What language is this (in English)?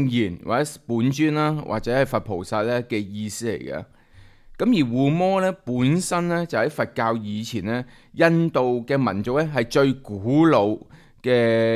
Cantonese